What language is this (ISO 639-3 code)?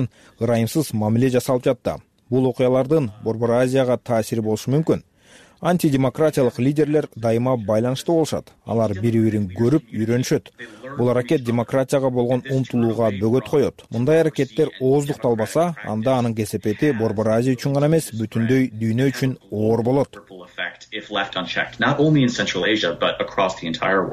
kir